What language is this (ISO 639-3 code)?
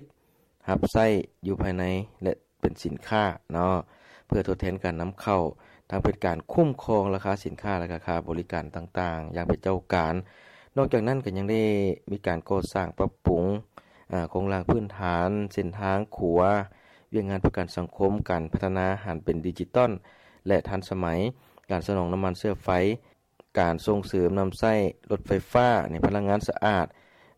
lao